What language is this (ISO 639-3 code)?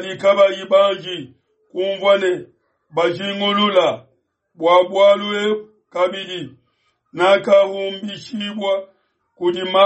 lua